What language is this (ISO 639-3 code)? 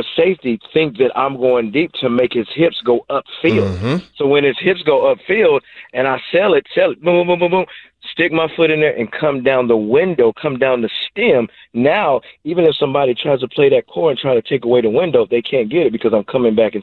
eng